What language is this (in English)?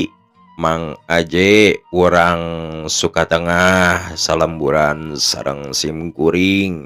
Sundanese